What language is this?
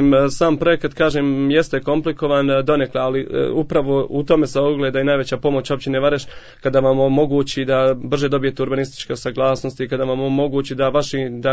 Bosnian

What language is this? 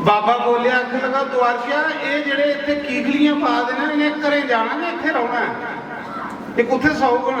Dogri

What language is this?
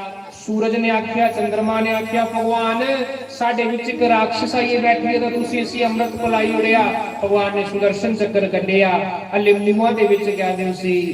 Dogri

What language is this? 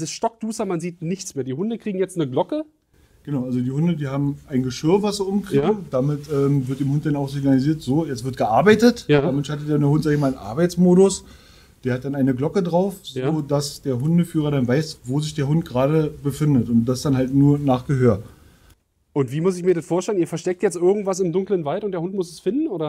German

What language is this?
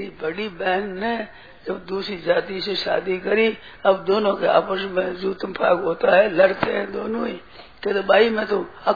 Hindi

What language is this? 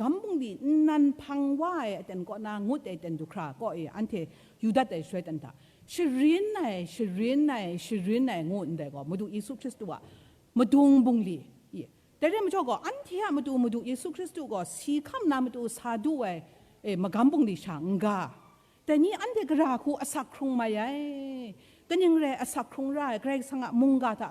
Kachin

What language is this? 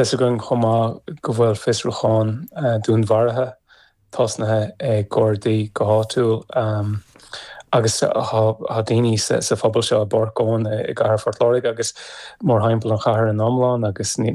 Irish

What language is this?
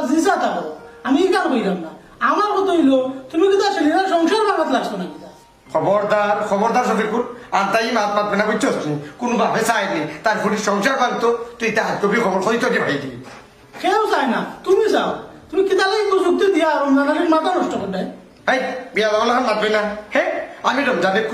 Sylheti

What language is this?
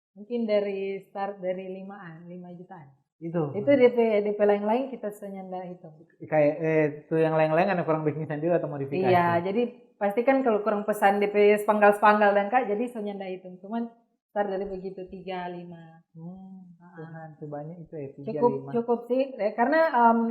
Manado Malay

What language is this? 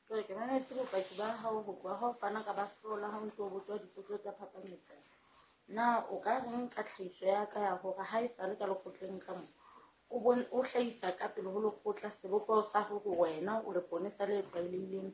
Southern Sotho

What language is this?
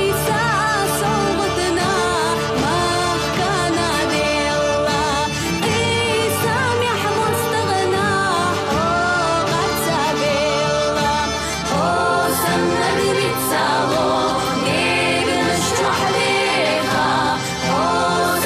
Chechen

